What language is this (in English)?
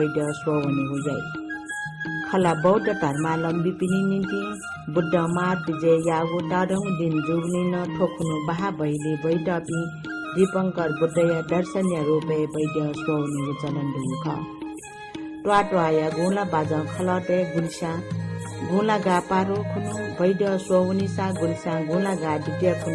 Newari